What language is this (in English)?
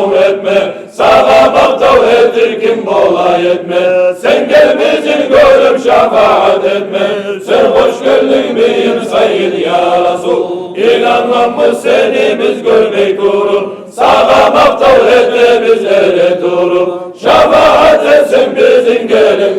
Kumyk